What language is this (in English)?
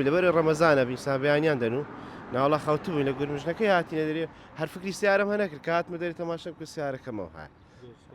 Central Kurdish